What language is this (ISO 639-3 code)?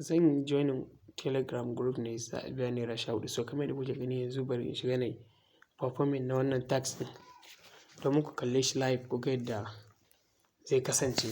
hau